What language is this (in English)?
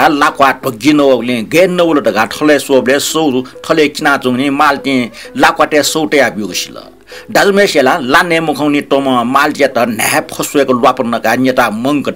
Newari